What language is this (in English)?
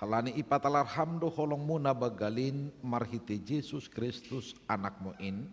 Batak Simalungun